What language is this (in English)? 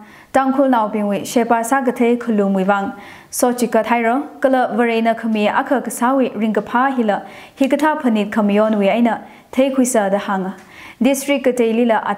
Tangkhul Naga (India)